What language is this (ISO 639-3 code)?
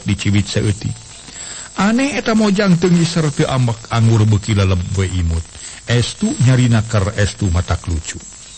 sun